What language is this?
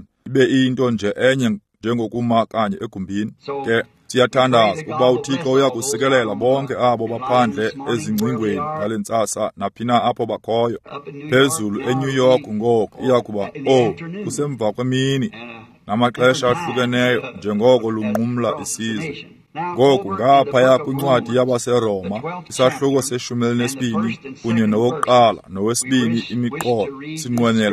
Xhosa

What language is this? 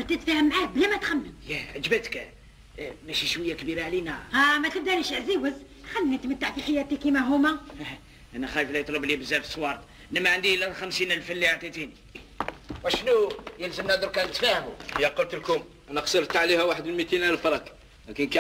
Algerian Arabic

